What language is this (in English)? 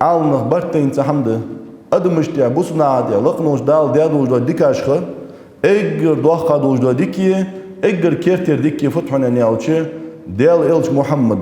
Ingush